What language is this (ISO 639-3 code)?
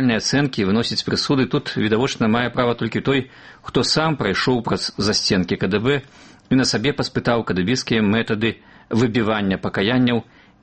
bel